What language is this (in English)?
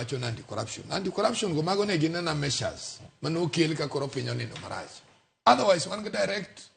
Luo (Kenya and Tanzania)